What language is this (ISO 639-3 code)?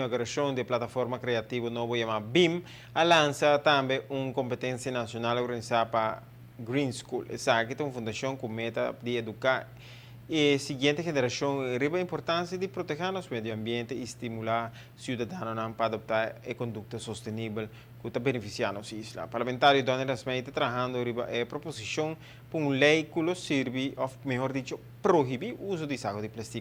pap